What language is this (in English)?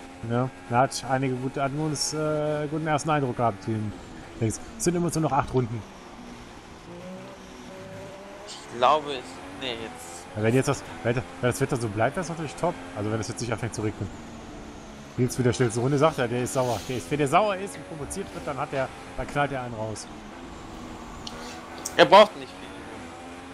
German